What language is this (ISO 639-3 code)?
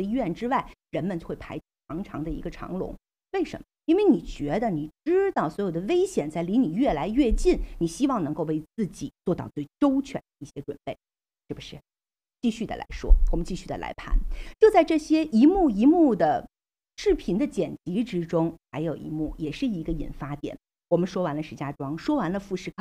zho